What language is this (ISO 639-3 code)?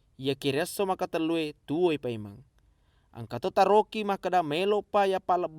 bug